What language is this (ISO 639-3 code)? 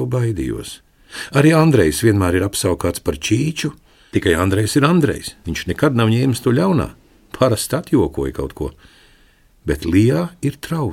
lav